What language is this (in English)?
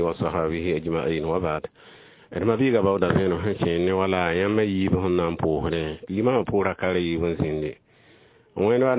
Mossi